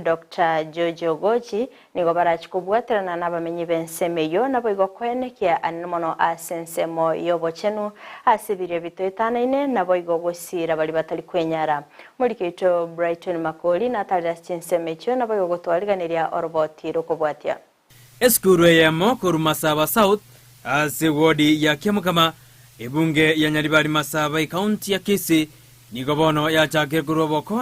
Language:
Gusii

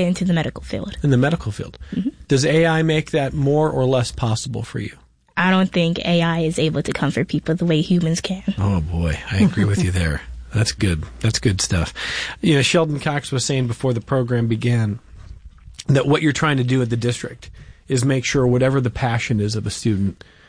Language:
English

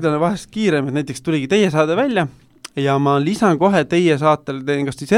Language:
Estonian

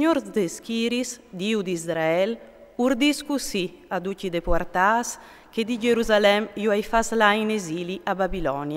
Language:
Friulian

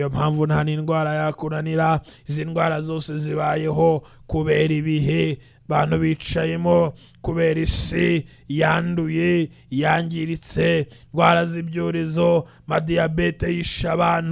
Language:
Kinyarwanda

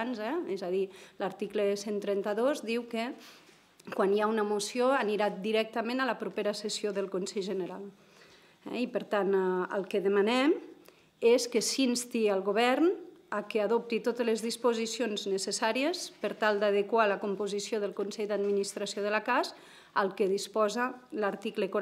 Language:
Catalan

